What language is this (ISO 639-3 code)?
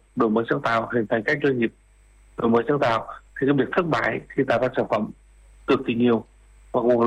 vie